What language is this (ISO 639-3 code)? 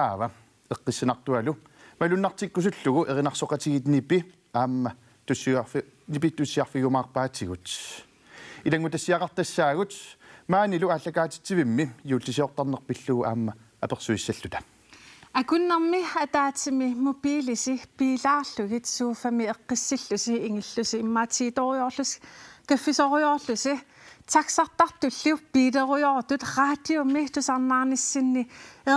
kal